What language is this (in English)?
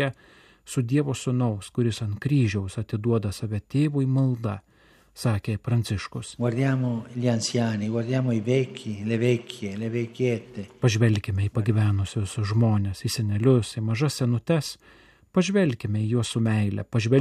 Lithuanian